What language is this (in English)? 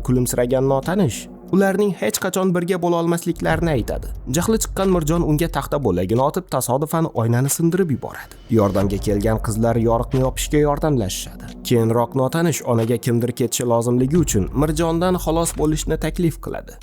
Uzbek